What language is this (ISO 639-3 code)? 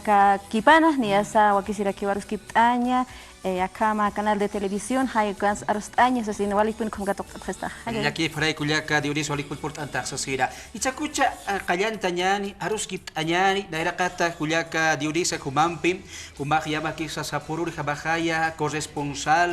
aym